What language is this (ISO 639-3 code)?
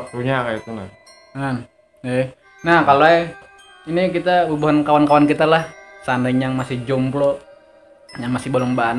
bjn